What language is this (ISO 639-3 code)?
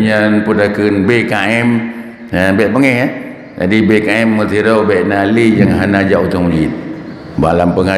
ace